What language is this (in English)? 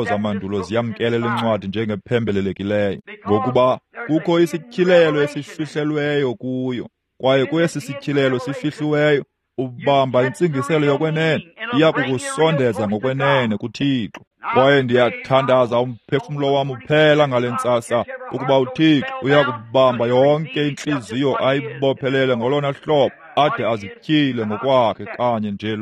Xhosa